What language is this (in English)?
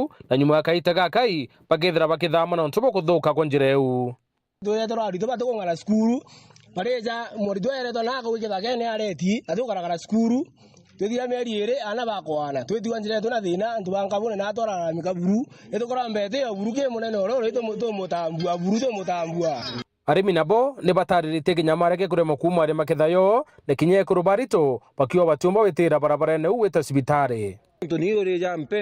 Meru